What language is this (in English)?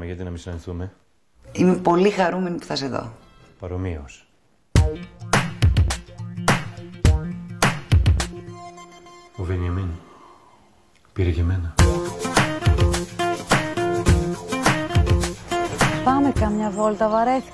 Greek